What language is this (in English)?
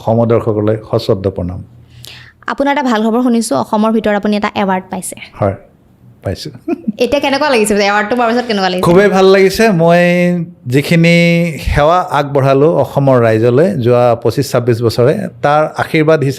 Assamese